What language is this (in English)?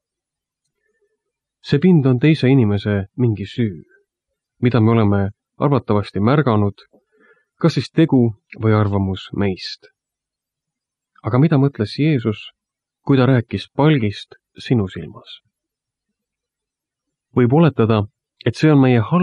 Estonian